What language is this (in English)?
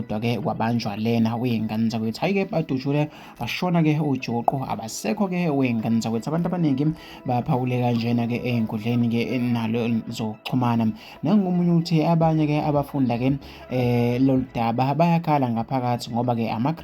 Zulu